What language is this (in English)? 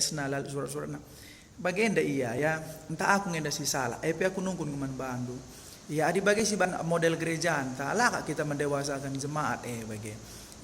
Batak Karo